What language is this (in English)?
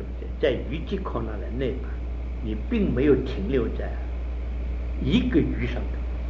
Chinese